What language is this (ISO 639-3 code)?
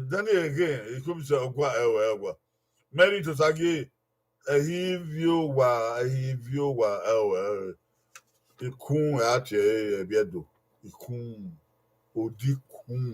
bin